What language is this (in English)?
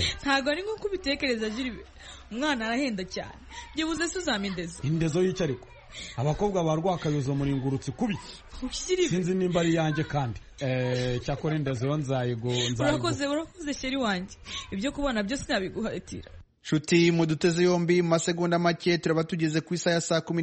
Kinyarwanda